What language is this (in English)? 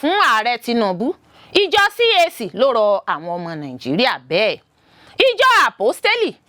Yoruba